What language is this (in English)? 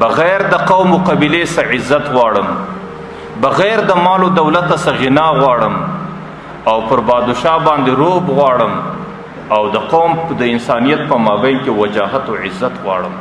Pashto